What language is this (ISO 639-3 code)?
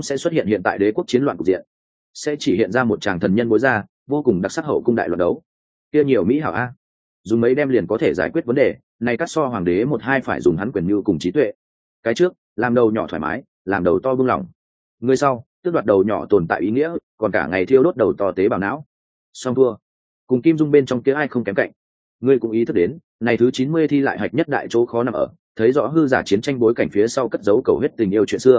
vie